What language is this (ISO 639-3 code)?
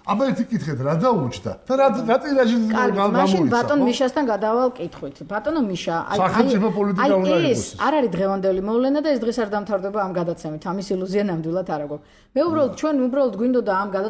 kat